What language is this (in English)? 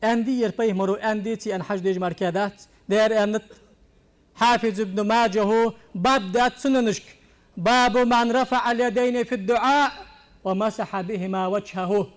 Ingush